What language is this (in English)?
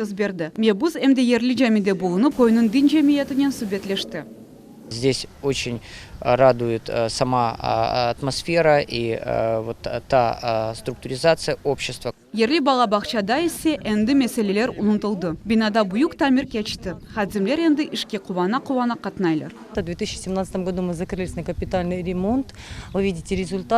Crimean Tatar